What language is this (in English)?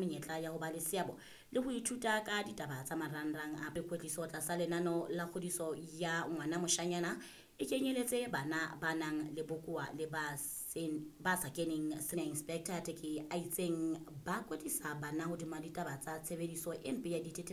Southern Sotho